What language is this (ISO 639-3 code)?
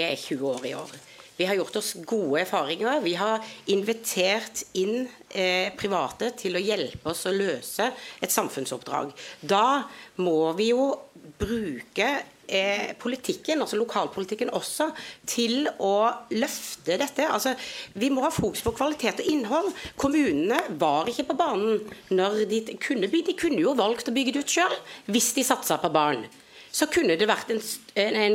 nor